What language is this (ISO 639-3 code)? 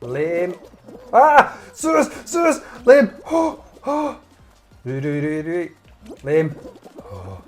gla